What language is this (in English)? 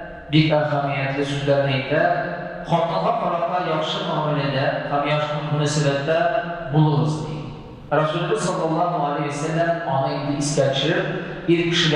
Tatar